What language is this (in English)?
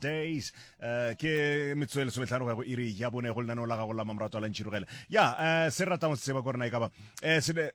Northern Sotho